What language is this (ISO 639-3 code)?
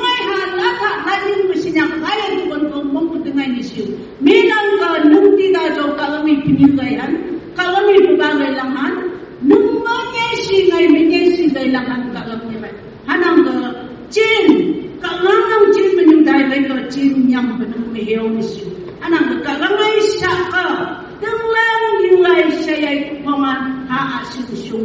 nph